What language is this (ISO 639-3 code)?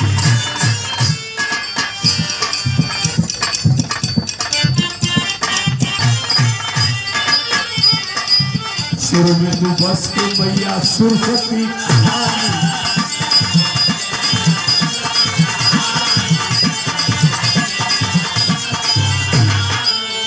bho